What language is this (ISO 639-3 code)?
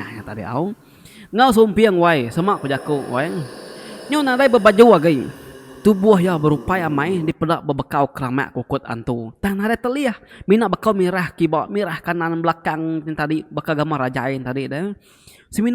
iba